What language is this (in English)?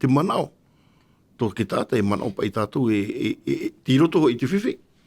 Tahitian